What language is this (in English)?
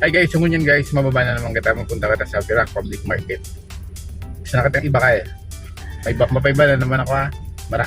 Bikol